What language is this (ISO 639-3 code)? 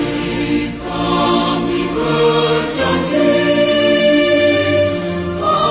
ind